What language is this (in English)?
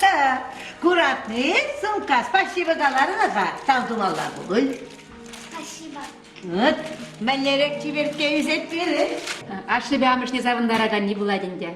Chuvash